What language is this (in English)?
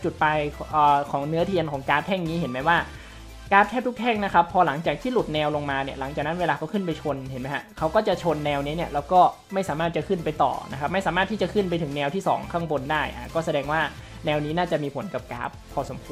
Thai